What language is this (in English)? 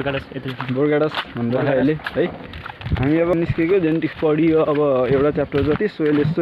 Nepali